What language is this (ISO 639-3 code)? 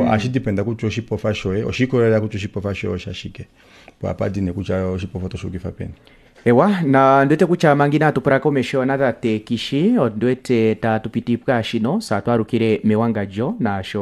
kua